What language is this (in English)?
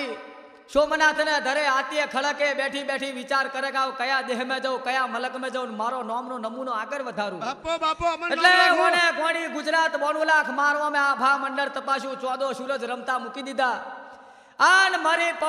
Gujarati